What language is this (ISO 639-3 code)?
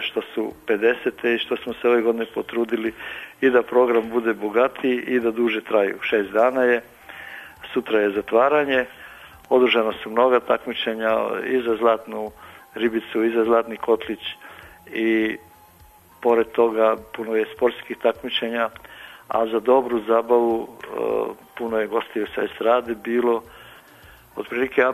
srp